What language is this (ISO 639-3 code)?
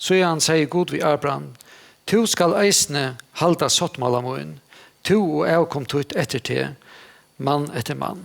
fao